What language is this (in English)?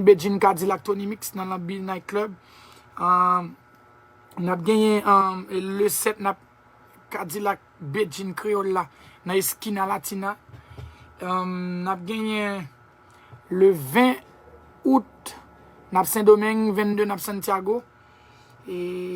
Haitian Creole